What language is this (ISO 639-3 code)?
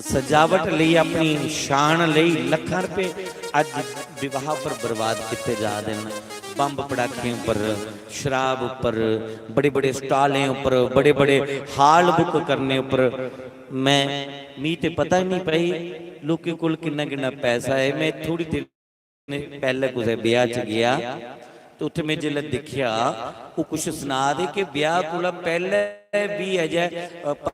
doi